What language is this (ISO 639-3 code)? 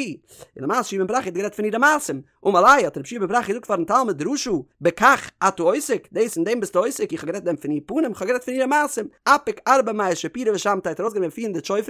yid